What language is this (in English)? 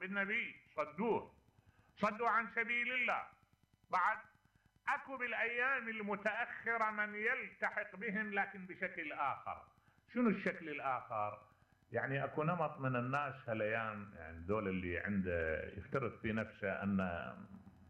Mesopotamian Arabic